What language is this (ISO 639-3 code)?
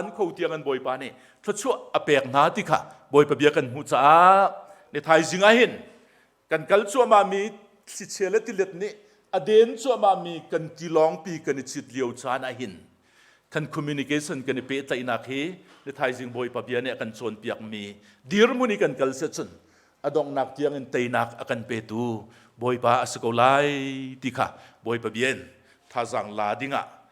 cnh